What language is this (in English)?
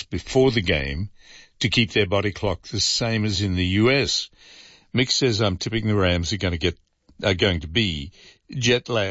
English